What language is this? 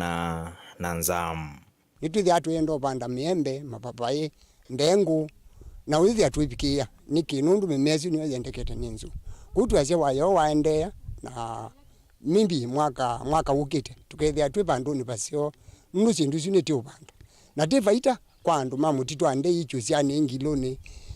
Kamba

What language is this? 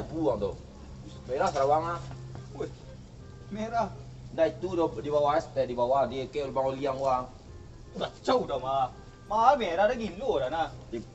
Minangkabau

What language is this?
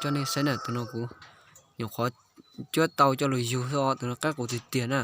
Hmong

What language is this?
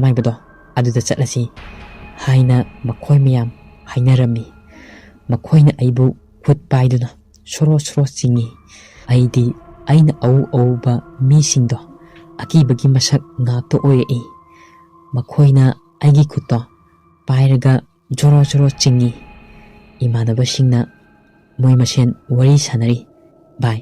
Manipuri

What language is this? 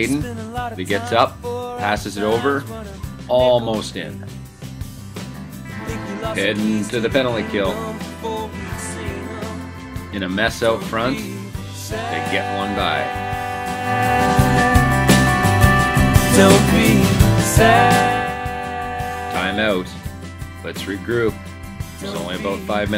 English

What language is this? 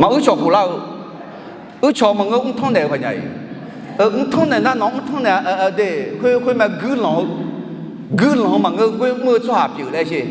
Akha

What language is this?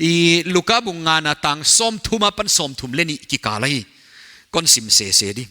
Paite Chin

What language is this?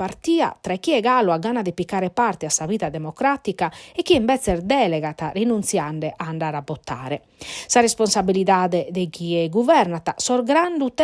Sardinian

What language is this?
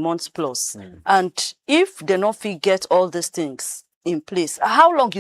Nigerian Pidgin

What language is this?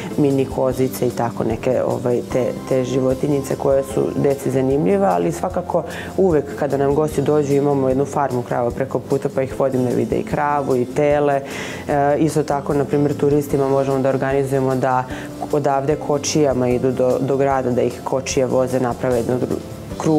Serbian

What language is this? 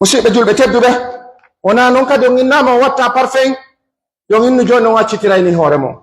Pular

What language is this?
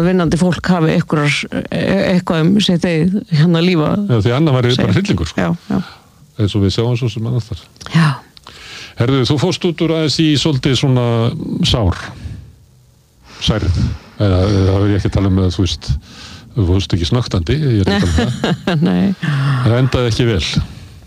Icelandic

